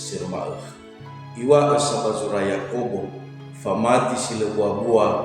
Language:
Nias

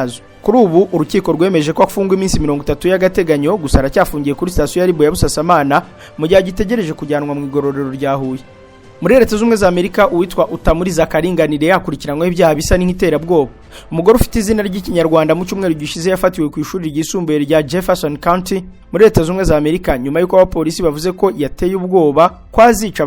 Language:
Kinyarwanda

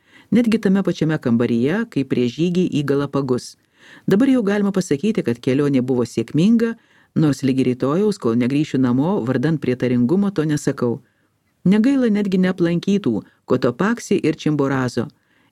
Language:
Lithuanian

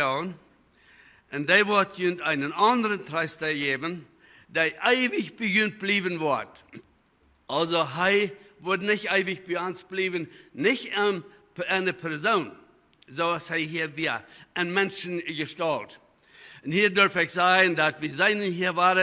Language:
Plautdietsch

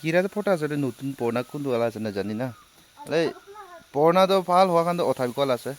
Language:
Naga Pidgin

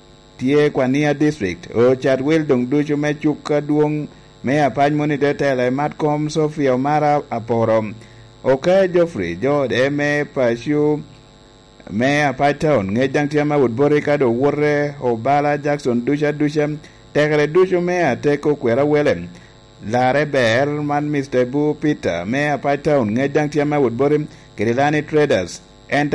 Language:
Lango (Uganda)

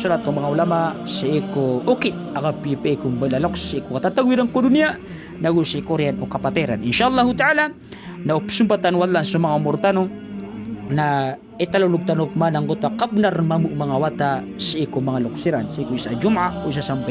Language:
Maranao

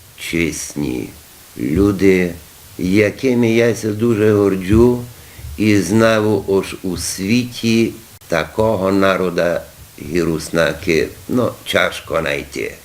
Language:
Rusyn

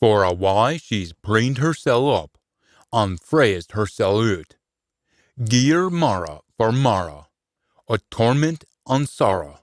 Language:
Scots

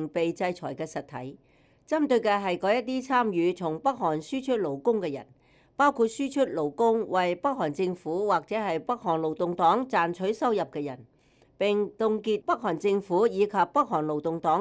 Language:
Cantonese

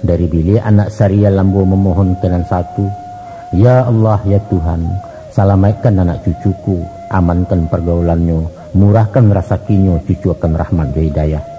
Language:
Minangkabau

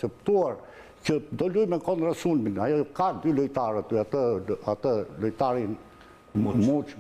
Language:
Albanian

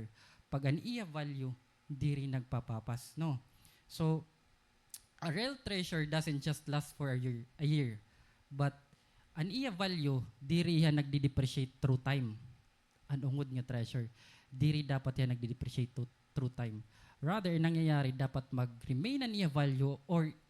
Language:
Waray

